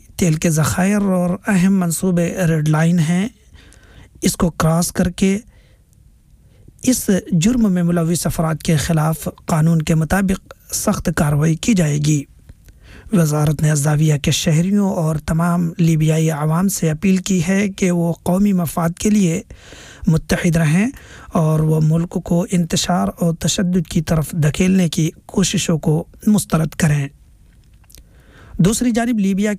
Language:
Urdu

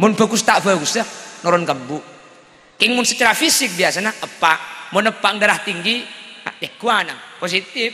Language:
Madurese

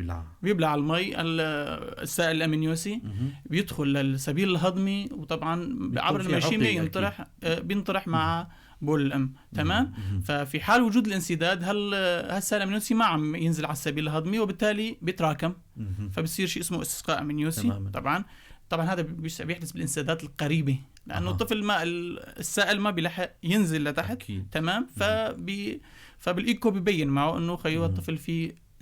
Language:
North Levantine Arabic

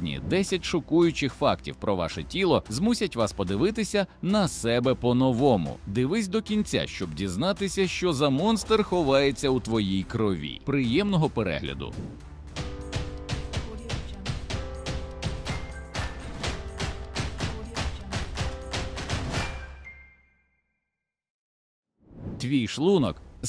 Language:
Ukrainian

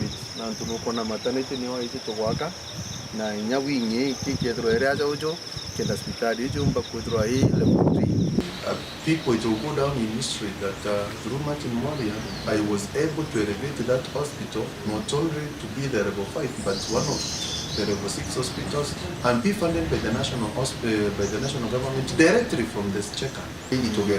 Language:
Meru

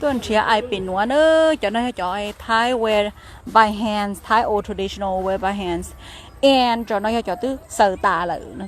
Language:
Hmong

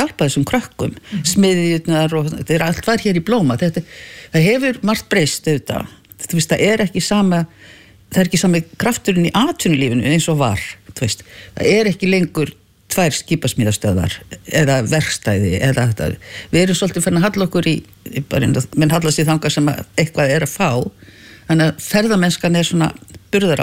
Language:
Icelandic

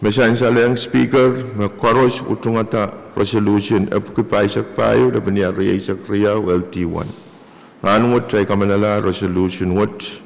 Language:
Pohnpeian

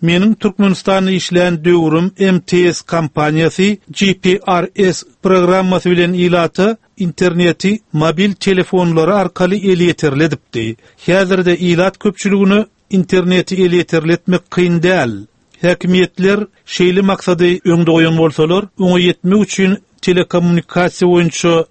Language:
Turkmen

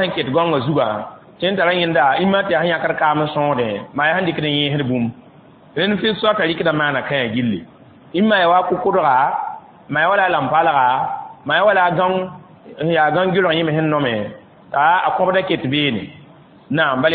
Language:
Mossi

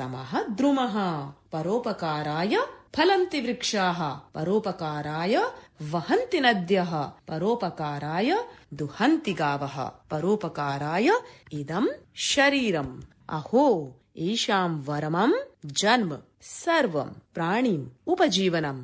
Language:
Sanskrit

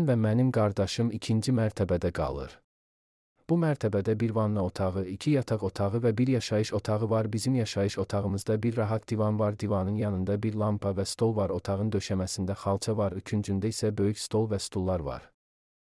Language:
Azerbaijani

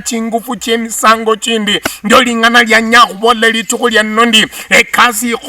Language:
Luyia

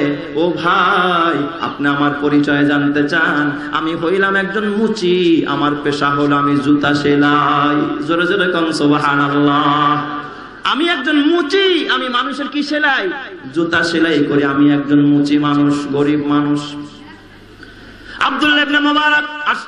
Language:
Bangla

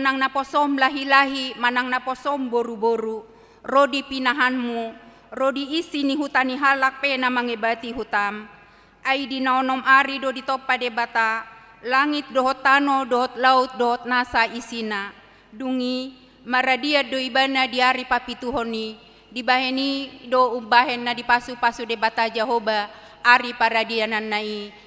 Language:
Batak Toba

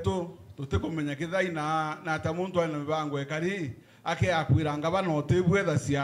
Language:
Meru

